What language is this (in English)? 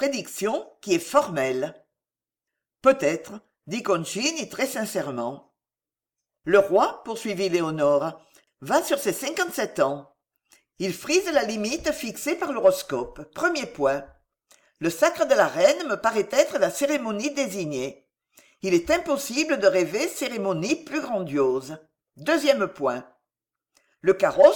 French